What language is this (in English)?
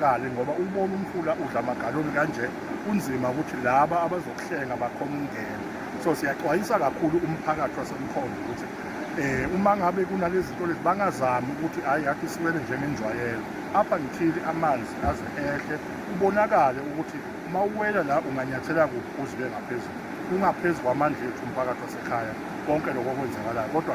Zulu